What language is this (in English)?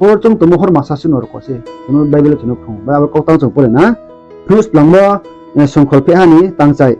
Riang (India)